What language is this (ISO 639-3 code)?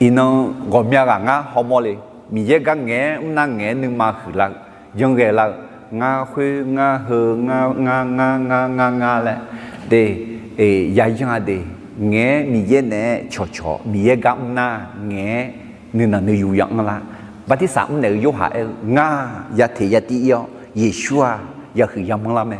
ahk